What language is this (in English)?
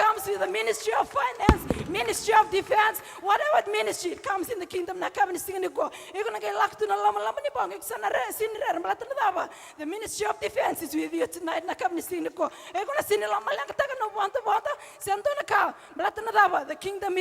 Fijian